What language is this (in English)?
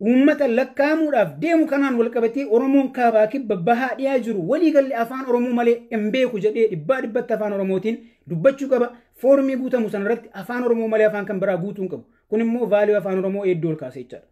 Oromo